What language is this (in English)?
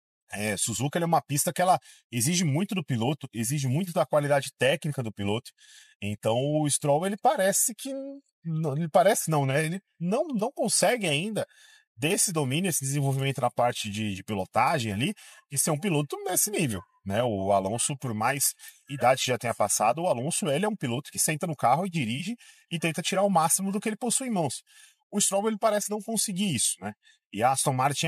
Portuguese